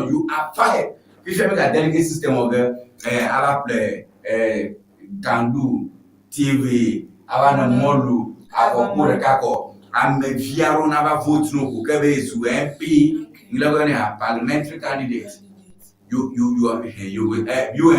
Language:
Ewe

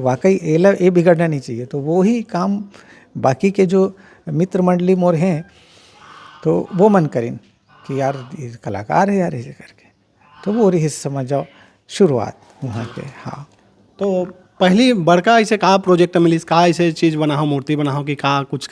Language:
Chhattisgarhi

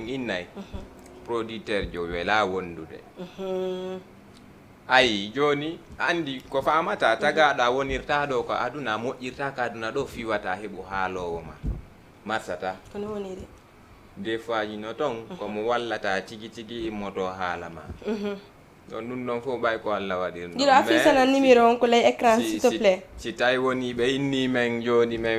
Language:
Fula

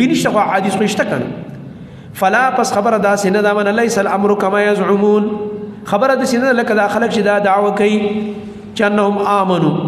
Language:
Pashto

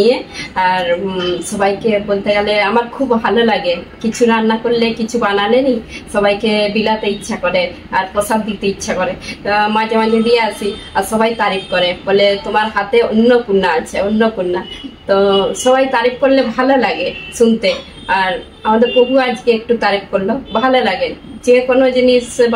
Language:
Bangla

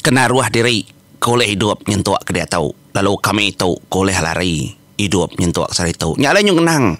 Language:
Iban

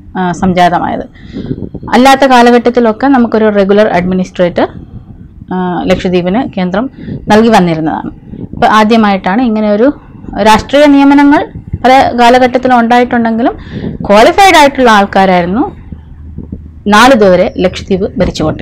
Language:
Malayalam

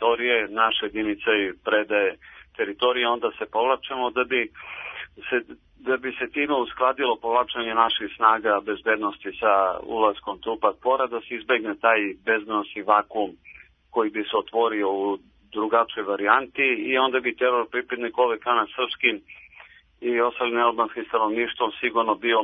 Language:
Serbian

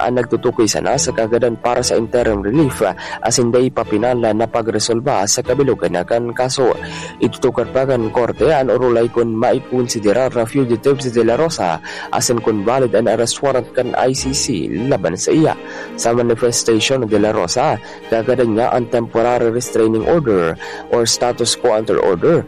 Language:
Bikol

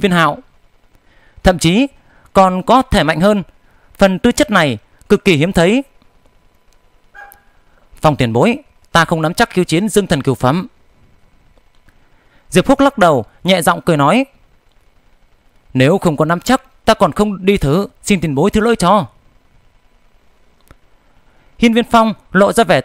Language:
Vietnamese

